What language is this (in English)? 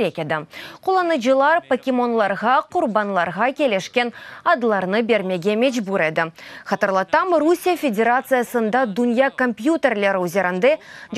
Crimean Tatar